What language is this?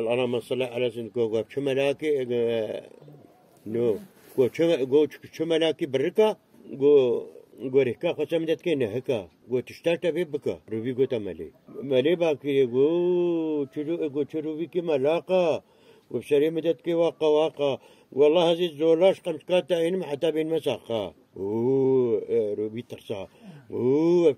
Kurdish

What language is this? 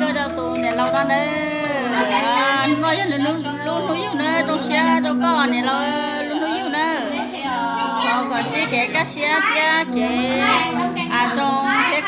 Hmong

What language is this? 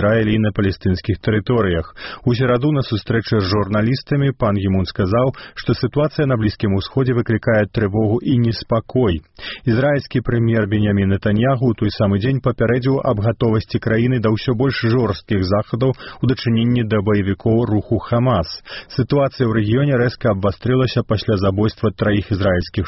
Belarusian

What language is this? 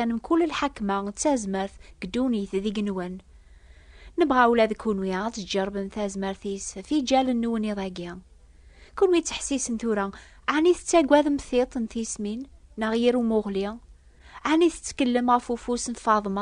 Kabyle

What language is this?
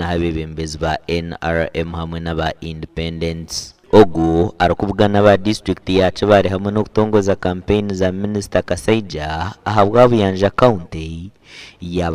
Nyankole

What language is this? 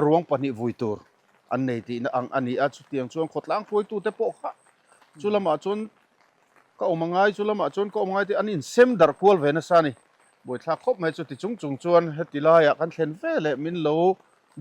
Mizo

